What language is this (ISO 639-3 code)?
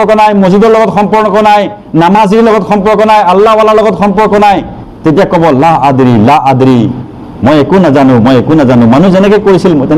asm